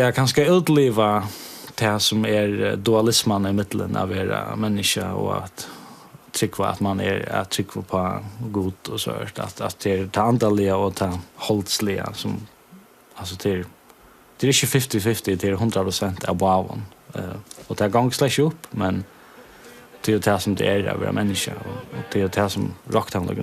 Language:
Faroese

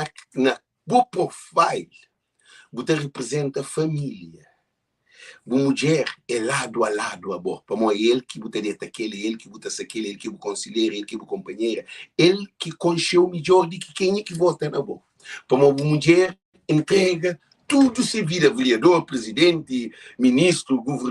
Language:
Kabuverdianu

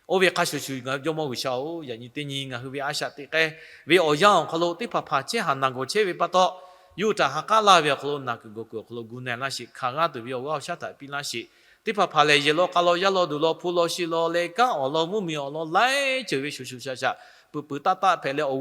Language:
Lahu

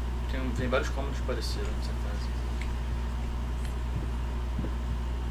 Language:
Portuguese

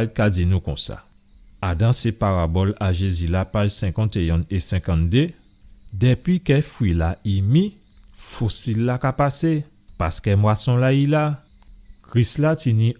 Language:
Guadeloupean Creole French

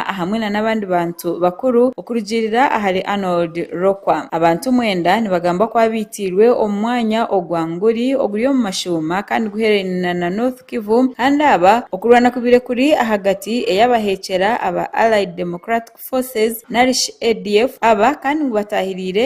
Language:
Nyankole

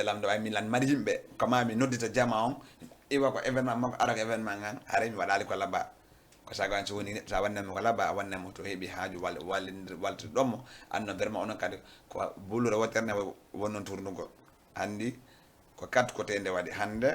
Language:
Fula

